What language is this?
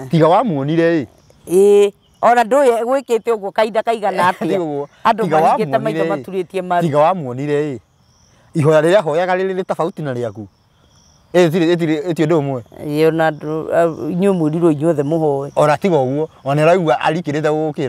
Kikuyu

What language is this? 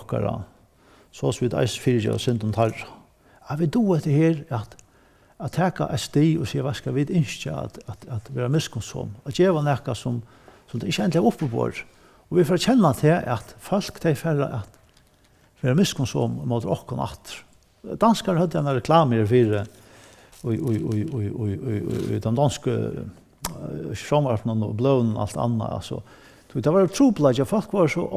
Faroese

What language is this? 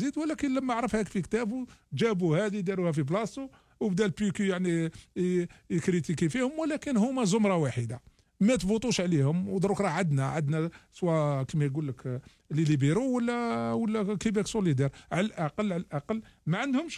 Algerian Arabic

